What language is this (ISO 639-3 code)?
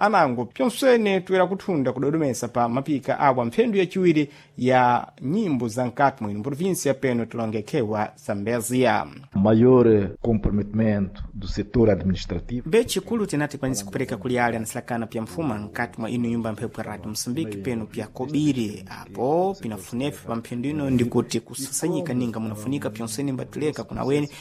seh